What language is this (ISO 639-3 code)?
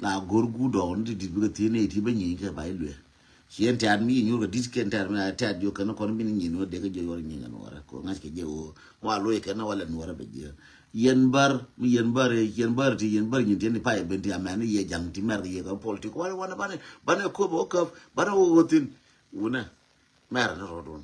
nus